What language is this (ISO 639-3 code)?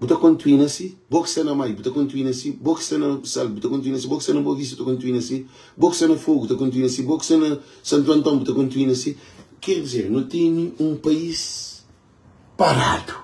kea